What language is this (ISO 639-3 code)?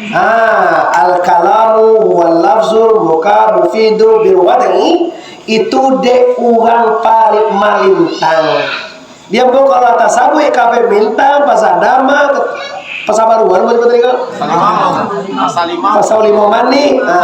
min